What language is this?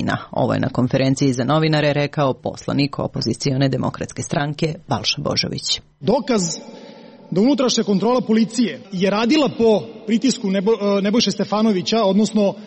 Serbian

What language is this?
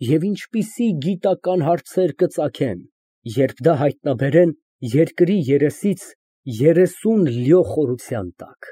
Armenian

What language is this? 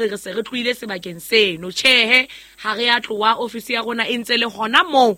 Southern Sotho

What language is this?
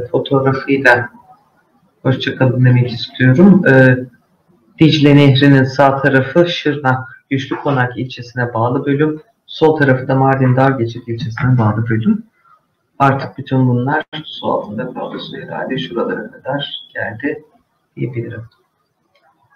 Turkish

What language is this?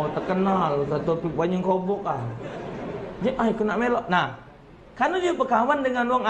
Musi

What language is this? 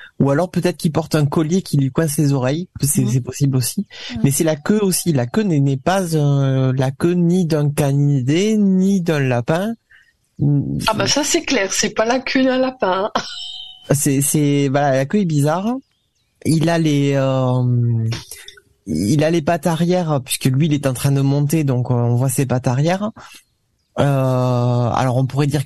French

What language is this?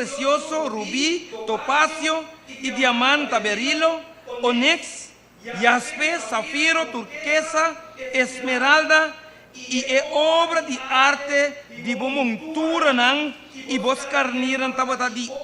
Papiamento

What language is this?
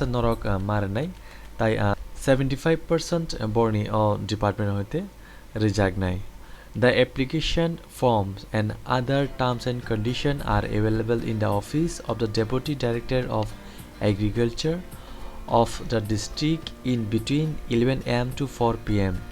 Kok Borok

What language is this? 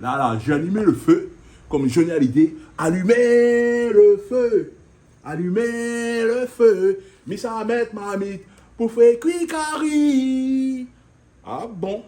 Réunion Creole French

